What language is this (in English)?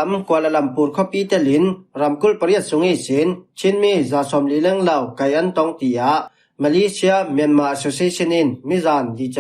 Falam Chin